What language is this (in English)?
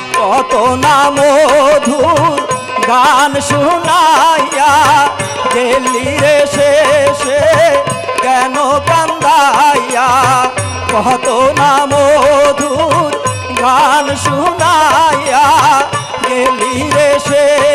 Bangla